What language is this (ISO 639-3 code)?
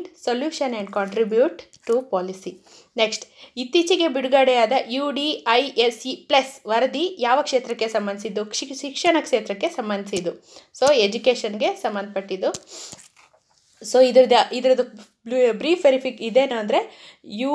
kan